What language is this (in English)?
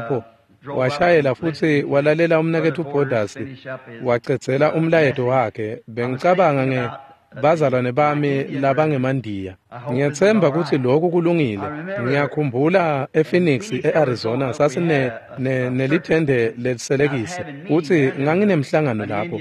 Swati